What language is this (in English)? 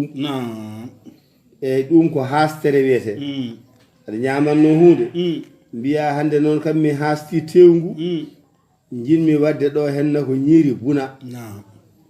Fula